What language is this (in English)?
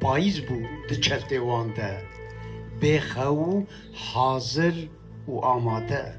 Kurdish